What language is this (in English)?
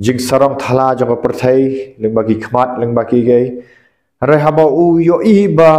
Khasi